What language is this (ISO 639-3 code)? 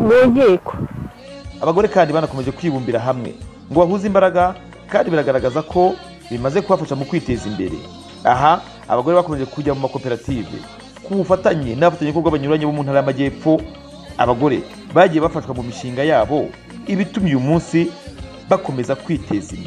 kin